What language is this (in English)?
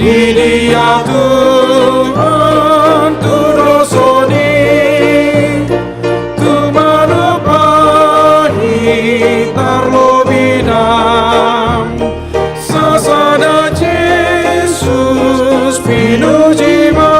Batak Toba